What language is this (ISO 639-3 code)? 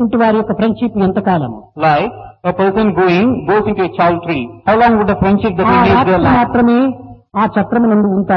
tel